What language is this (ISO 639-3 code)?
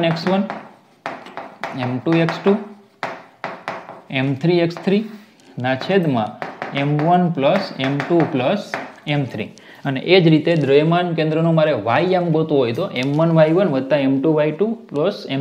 guj